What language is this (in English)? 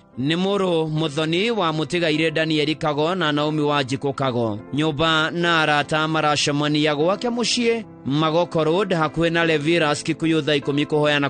Kikuyu